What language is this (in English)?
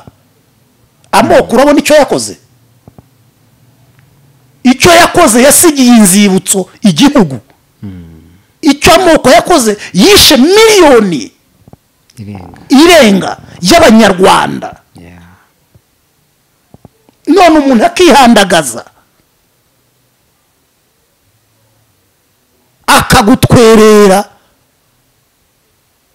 Kinyarwanda